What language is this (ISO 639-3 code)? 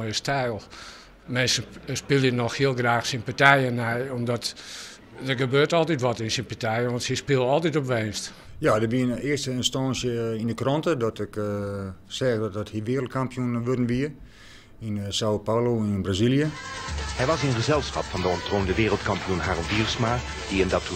fry